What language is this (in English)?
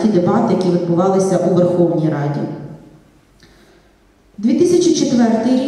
Ukrainian